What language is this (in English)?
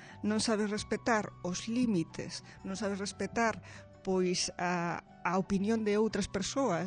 Galician